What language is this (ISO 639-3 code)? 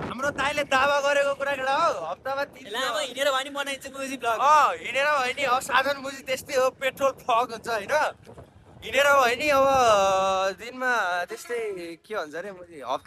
nep